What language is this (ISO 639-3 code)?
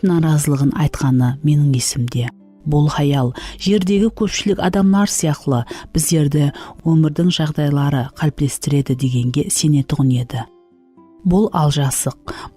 kaa